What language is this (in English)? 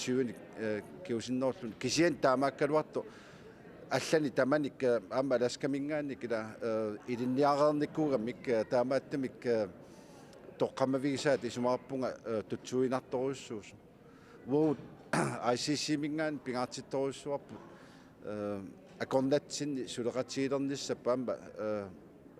Kalaallisut